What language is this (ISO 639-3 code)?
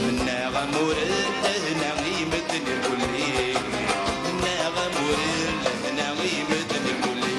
kab